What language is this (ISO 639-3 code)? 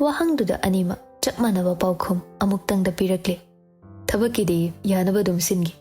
mni